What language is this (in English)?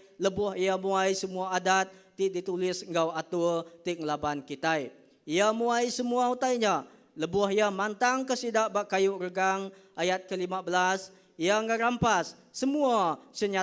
Iban